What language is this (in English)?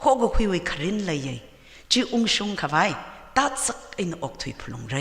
Tangkhul Naga (India)